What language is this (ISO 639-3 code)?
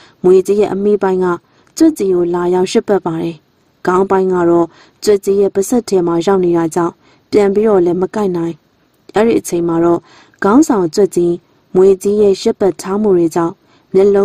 mya